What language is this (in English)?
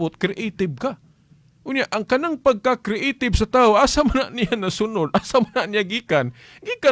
Cebuano